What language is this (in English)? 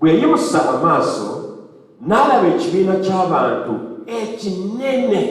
Ganda